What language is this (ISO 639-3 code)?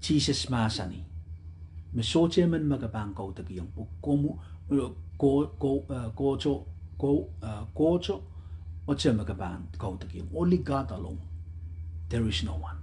pon